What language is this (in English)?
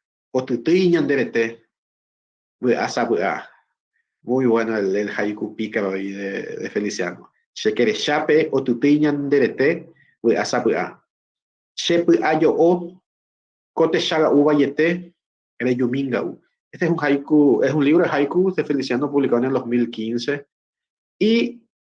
Guarani